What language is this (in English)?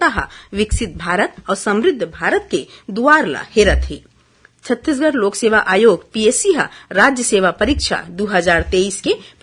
Chhattisgarhi